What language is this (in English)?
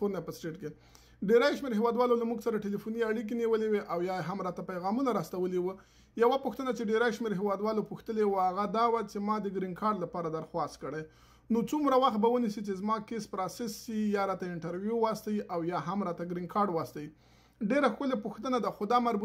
Pashto